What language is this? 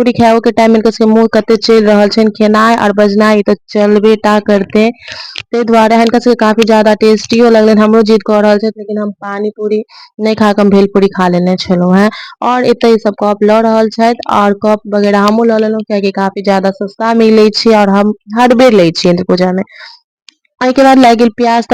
Maithili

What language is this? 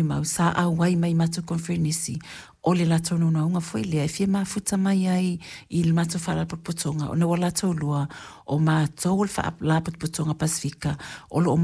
Samoan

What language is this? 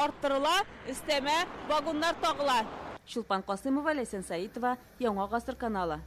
Tatar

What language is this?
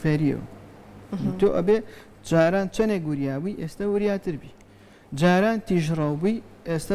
Central Kurdish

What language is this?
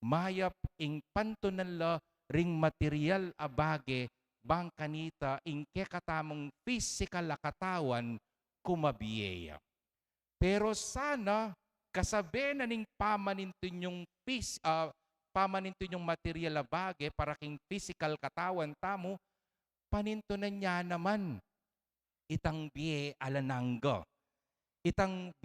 Pampanga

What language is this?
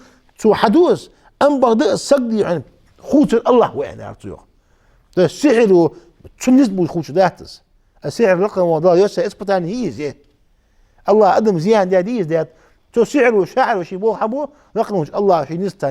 Ingush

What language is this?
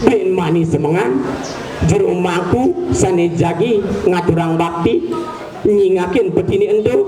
Balinese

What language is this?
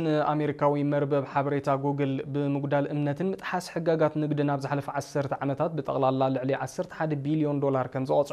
Tigrinya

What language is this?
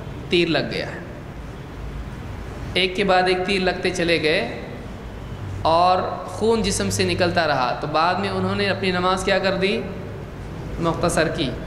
Urdu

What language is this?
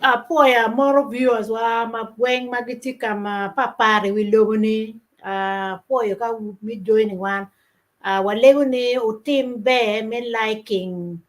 Acoli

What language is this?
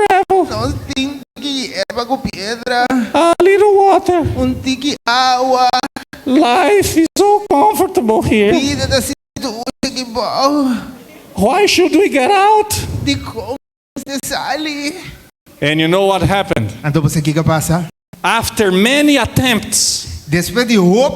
Papiamento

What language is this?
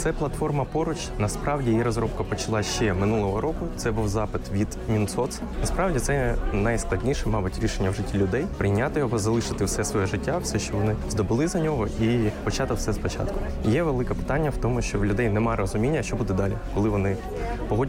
Ukrainian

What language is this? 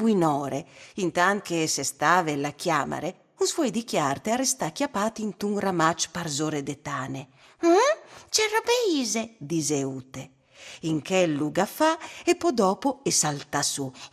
Friulian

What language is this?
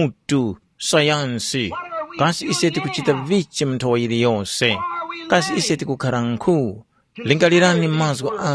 Tumbuka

